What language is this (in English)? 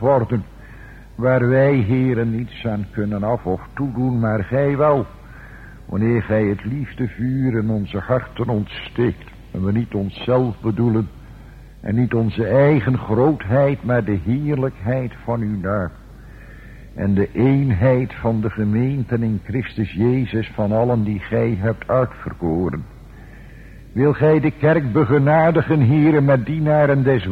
Dutch